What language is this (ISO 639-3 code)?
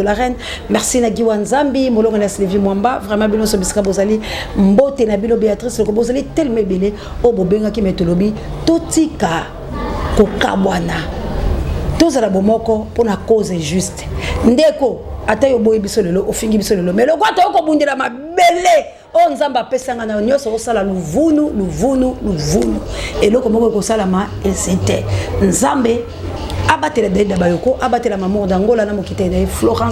lin